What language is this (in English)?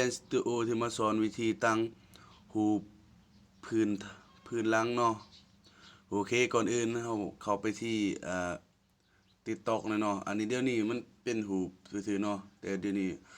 Lao